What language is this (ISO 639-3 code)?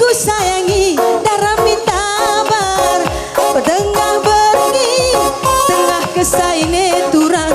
btx